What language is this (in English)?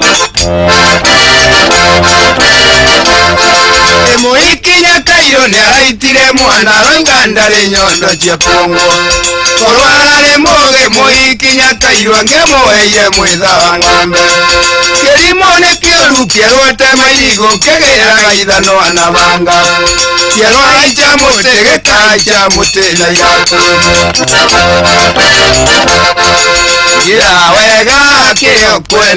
Kikuyu